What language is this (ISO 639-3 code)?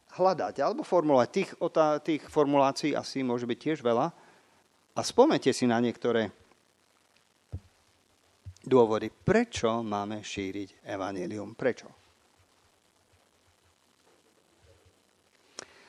slk